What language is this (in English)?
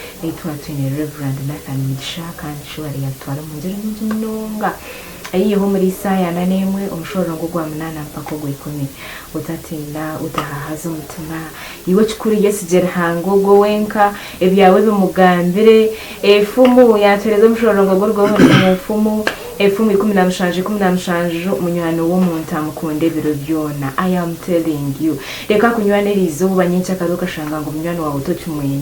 Nyankole